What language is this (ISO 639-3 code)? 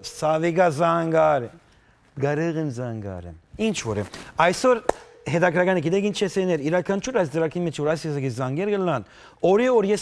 hyw